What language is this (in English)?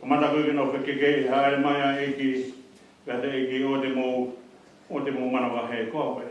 Tongan